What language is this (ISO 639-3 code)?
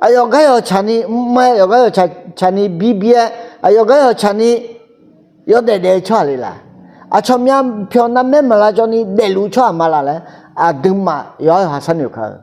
ahk